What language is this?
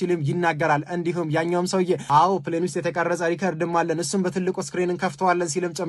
Amharic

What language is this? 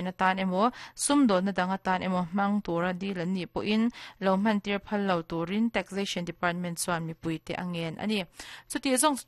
Mizo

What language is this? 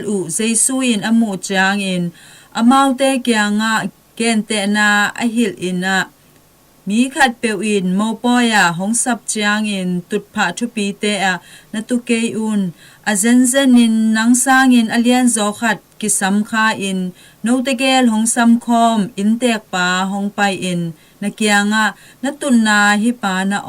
Tedim Chin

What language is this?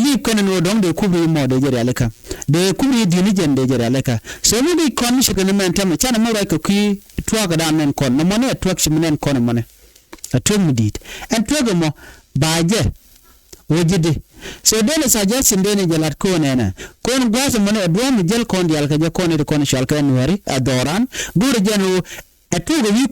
Nuer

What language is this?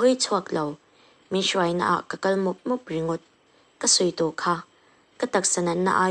Mizo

